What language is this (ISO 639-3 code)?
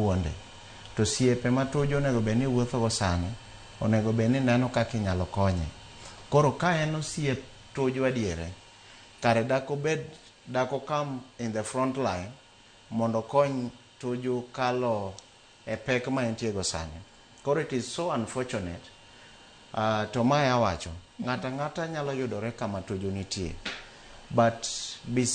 luo